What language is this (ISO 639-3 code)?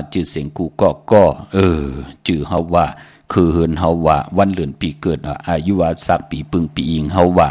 shn